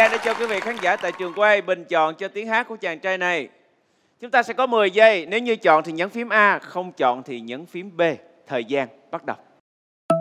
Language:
Vietnamese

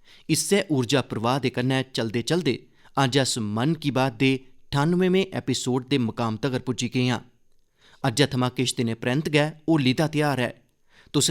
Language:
Dogri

